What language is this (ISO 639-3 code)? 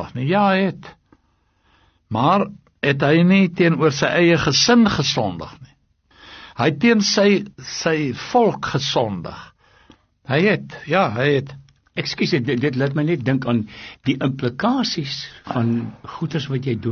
afr